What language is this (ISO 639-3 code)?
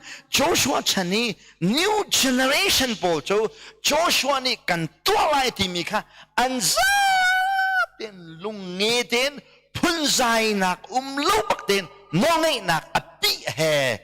cnh